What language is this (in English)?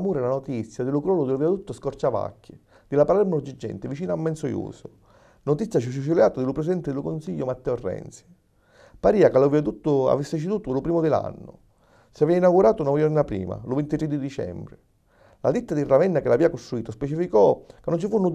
Sicilian